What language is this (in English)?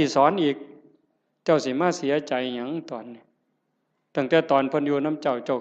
Northeastern Thai